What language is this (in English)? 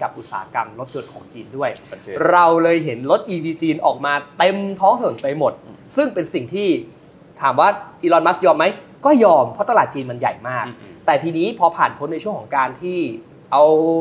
Thai